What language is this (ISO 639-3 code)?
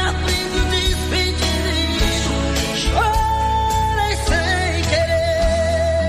por